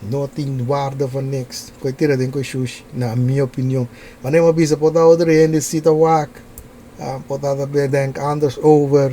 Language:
Papiamento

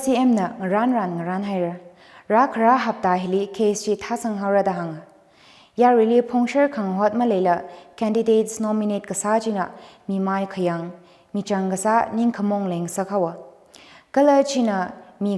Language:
Tangkhul Naga (India)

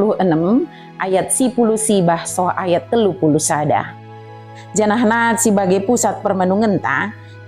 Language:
Batak Dairi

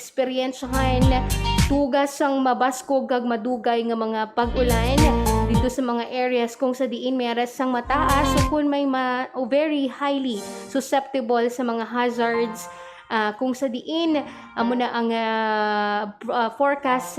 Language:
Hiligaynon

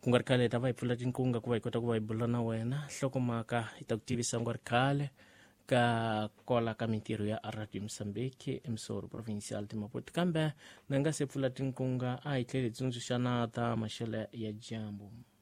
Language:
Tsonga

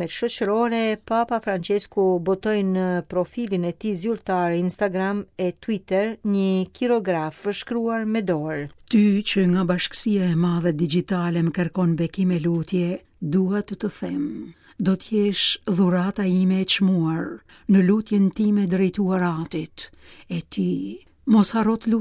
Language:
Albanian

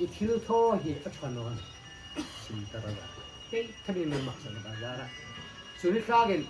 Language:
Hmar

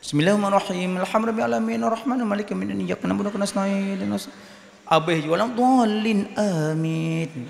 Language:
Achinese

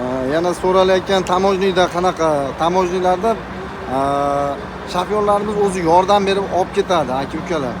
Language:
Uzbek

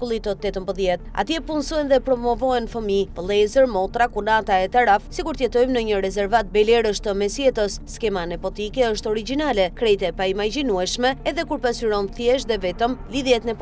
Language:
Albanian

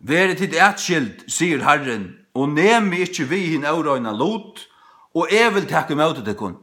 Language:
Faroese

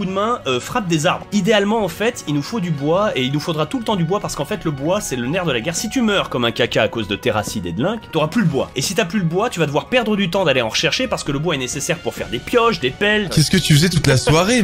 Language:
French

